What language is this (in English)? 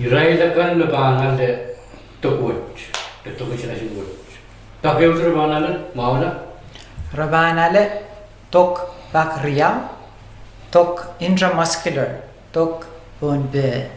Pohnpeian